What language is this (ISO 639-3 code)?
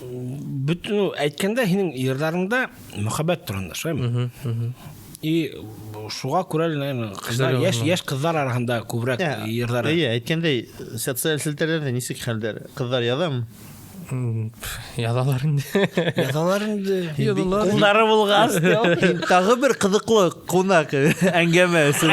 bak